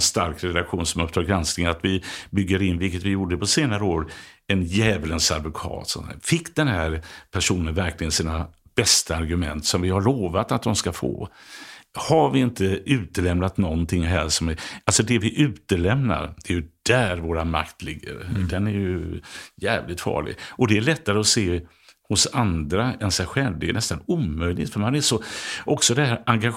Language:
Swedish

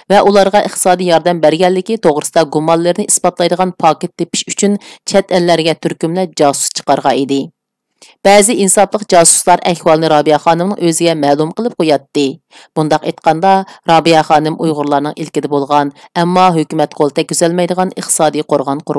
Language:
Uyghur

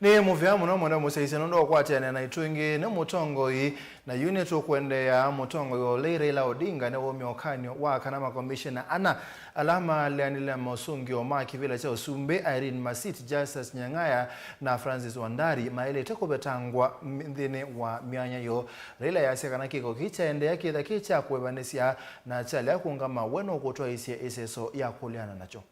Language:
Kamba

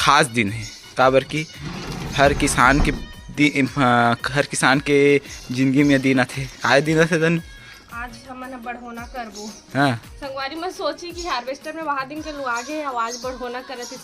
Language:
Chhattisgarhi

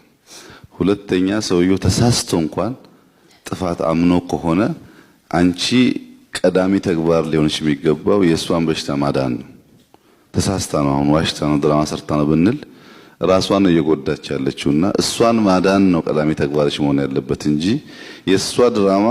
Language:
Amharic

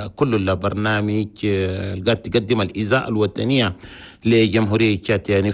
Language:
Chadian Arabic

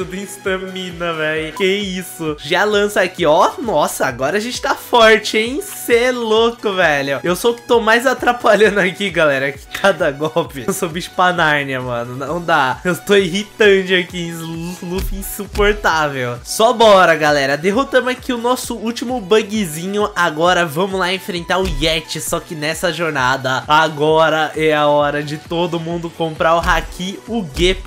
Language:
Portuguese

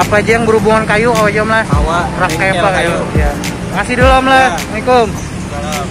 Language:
Banjar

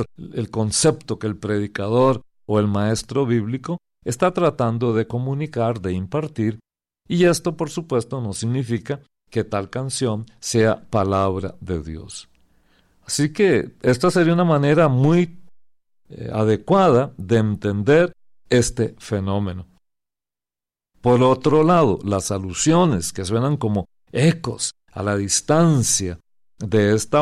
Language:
Spanish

